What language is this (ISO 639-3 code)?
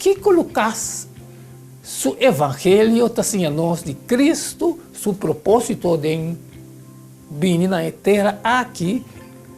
pap